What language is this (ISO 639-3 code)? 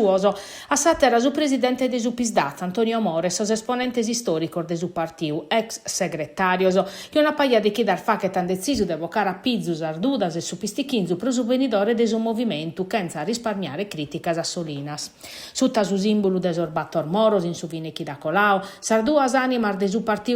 srd